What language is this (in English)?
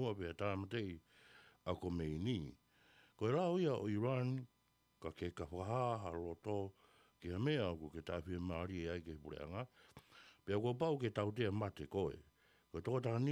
Tongan